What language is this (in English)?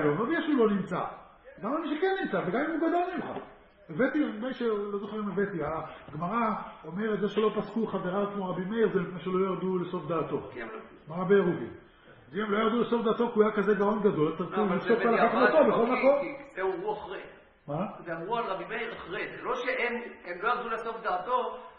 Hebrew